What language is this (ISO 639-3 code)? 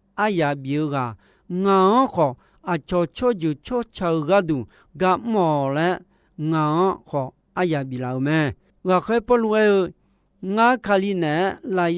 ahk